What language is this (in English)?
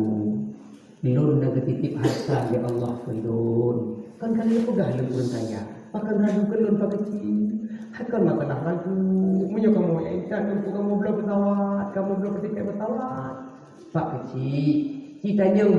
Achinese